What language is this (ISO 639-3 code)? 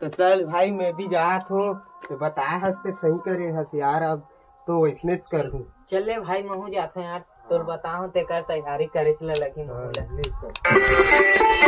hne